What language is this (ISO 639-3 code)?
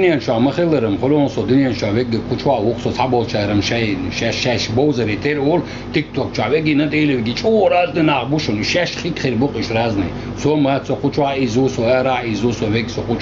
che